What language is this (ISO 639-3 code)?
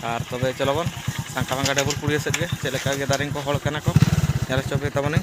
sat